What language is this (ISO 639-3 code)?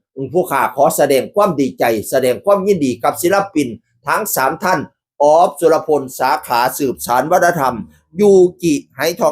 tts